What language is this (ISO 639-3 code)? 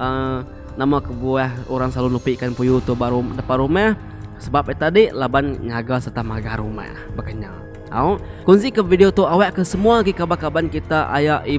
iba